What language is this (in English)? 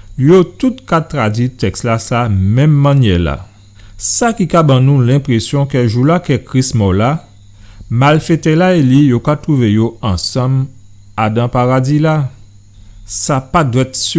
Guadeloupean Creole French